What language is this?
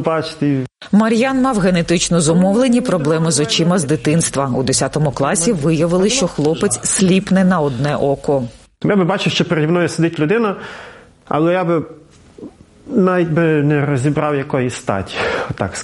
Ukrainian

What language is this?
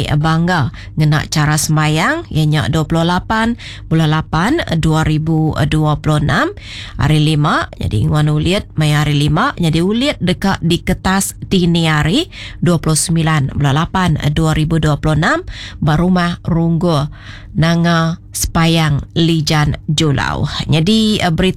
Iban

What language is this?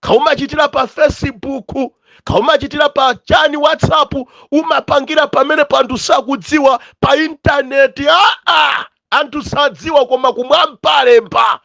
Nyanja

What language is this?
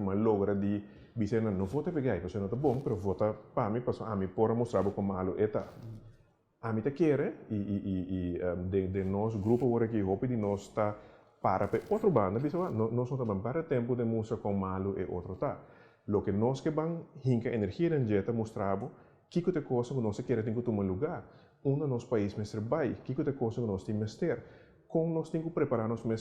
Papiamento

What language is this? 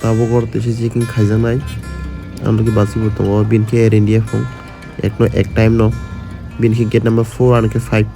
Kok Borok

